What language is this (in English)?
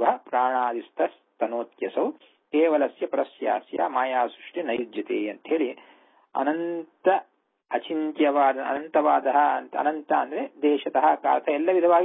Kannada